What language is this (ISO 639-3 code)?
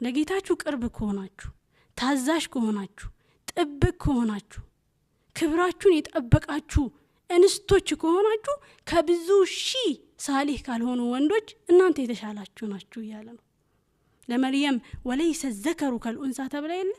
amh